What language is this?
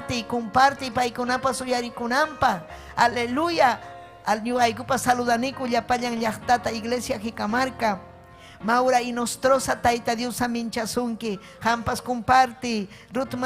Ayacucho Quechua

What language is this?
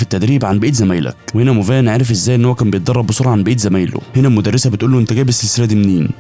Egyptian Arabic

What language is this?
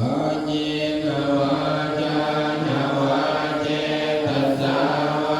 Pali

